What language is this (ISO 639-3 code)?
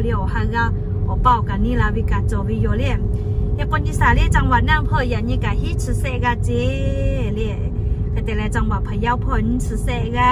lhu